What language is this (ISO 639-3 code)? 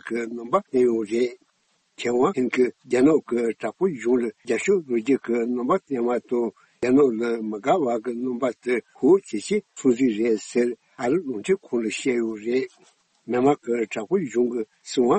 bod